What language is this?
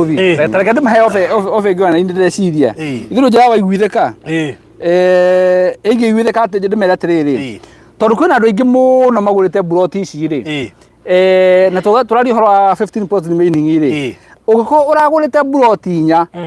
Kikuyu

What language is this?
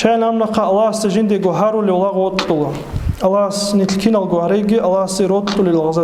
Avaric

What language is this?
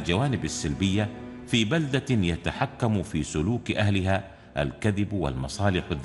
Arabic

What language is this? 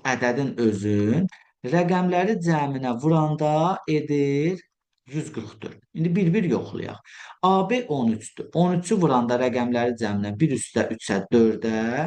Azerbaijani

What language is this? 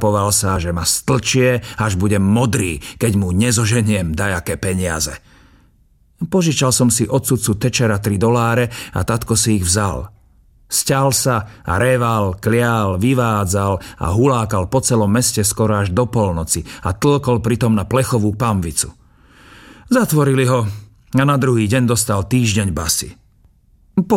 Slovak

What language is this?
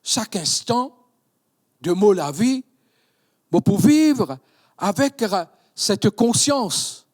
Morisyen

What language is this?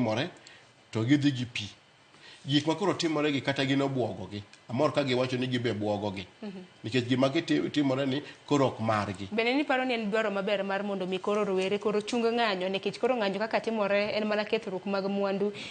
Luo (Kenya and Tanzania)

